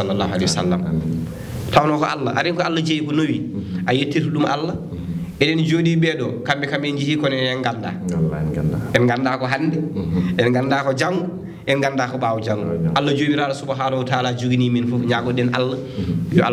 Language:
Fula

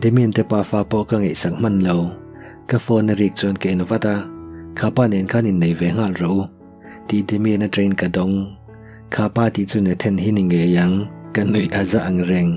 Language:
Mizo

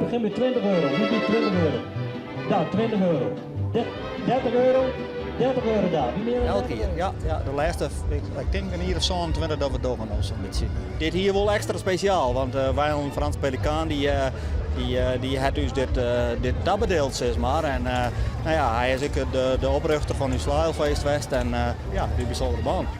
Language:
Western Frisian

